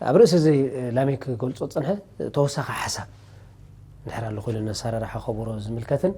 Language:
Tigrinya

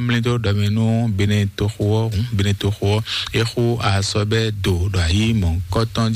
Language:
Fon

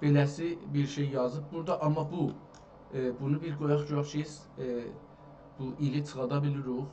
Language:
South Azerbaijani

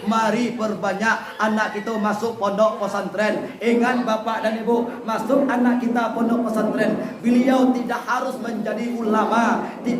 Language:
Minangkabau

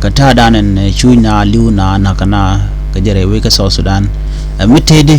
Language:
Nuer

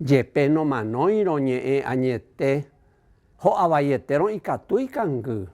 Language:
Guarani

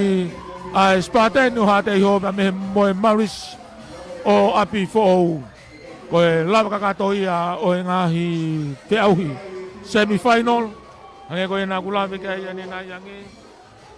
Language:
Tongan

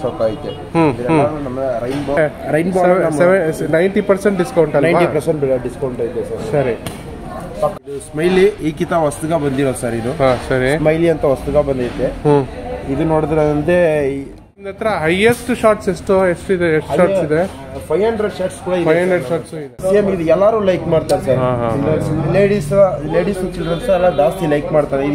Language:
Kannada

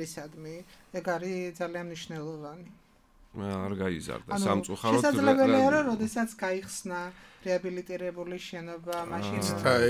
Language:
Georgian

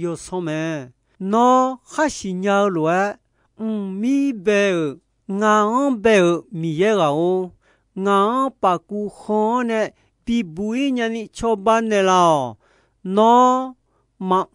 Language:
Akha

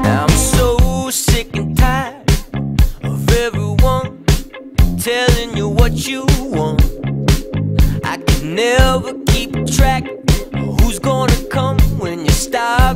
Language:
English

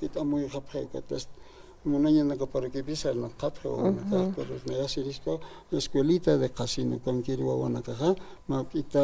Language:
Aymara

